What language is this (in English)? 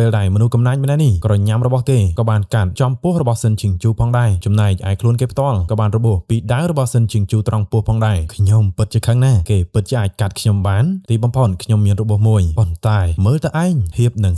Khmer